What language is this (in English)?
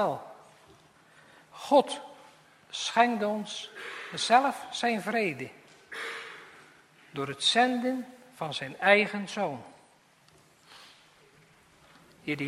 Dutch